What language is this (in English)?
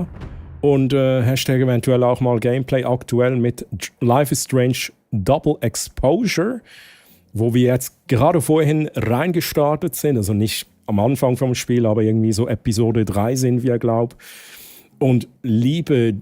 Swiss German